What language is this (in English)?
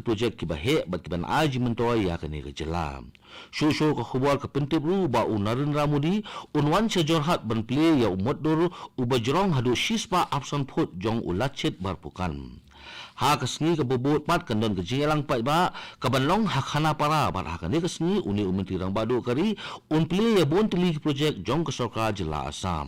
Khasi